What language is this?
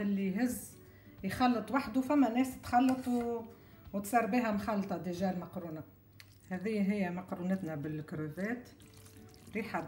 Tunisian Arabic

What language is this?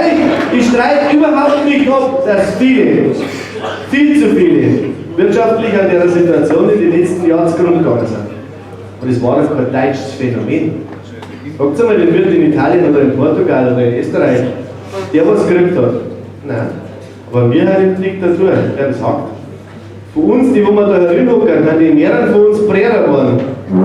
Bavarian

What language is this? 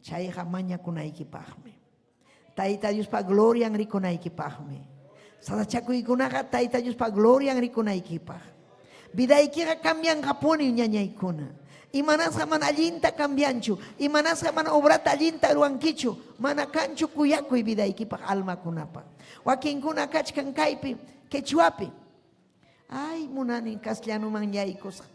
Ayacucho Quechua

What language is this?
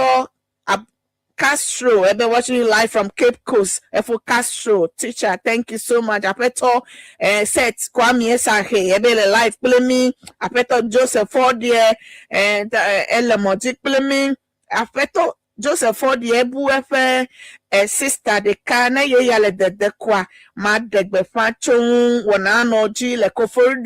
Ewe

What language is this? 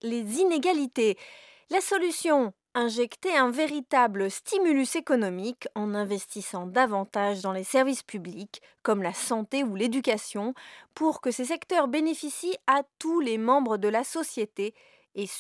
French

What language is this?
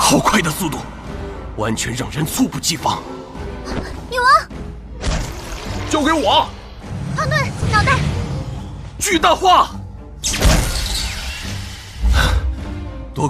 Chinese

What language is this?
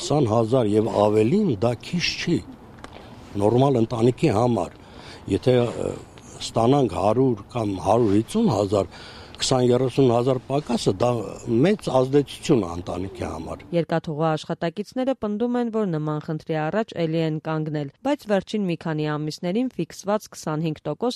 Armenian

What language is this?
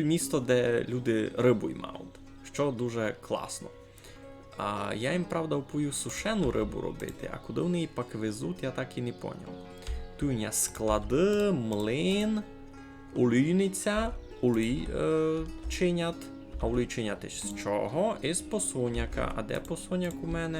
Rusyn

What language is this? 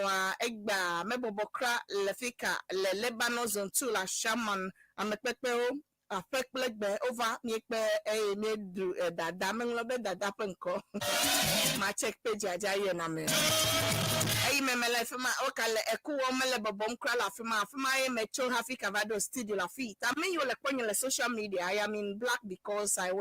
Ewe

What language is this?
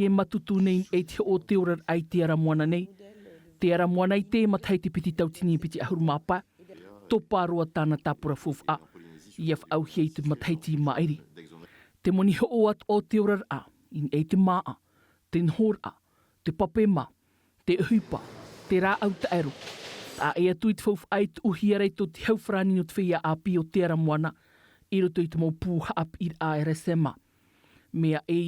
Tahitian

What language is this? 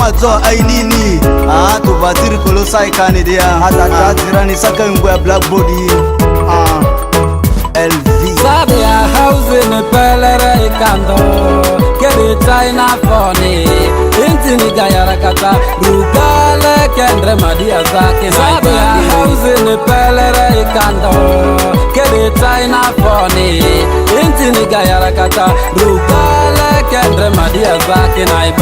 Ma'di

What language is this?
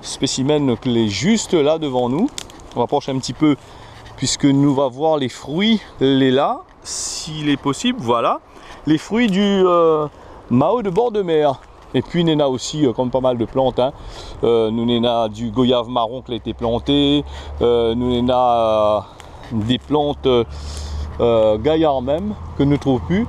Réunion Creole French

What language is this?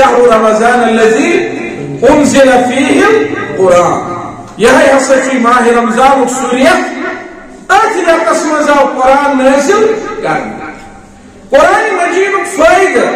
Kashmiri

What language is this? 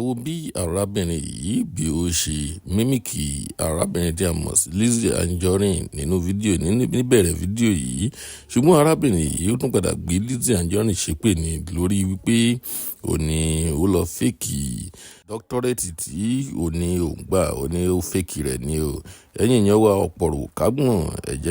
Yoruba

